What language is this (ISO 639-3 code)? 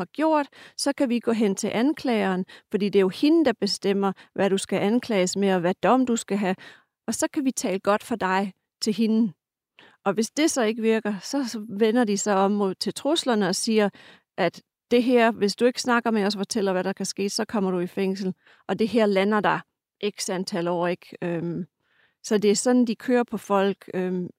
dan